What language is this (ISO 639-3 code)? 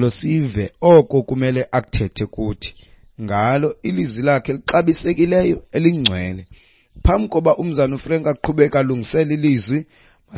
xho